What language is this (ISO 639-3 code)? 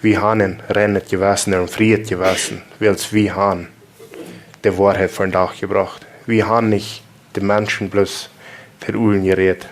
pdt